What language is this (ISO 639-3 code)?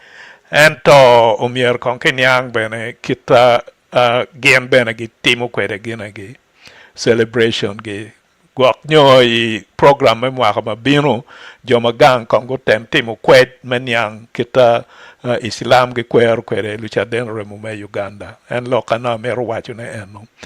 ach